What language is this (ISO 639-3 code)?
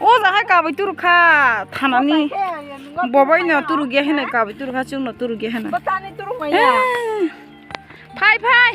trp